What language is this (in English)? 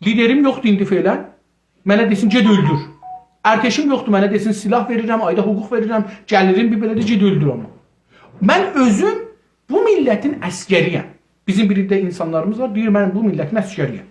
South Azerbaijani